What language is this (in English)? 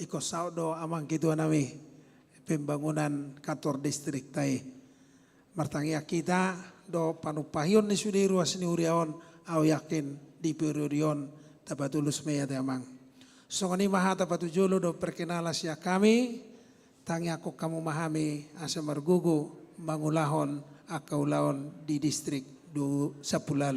Batak Toba